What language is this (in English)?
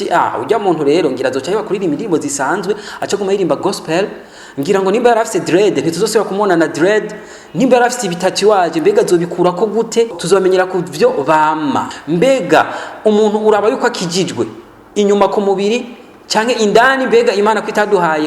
Rundi